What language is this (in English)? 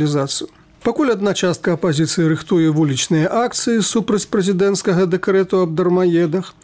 Belarusian